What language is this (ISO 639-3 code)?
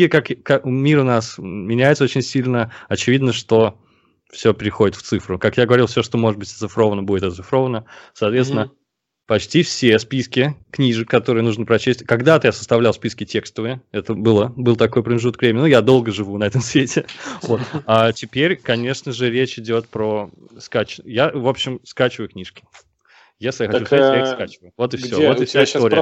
rus